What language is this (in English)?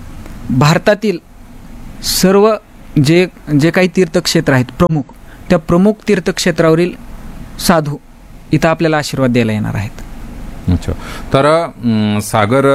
Marathi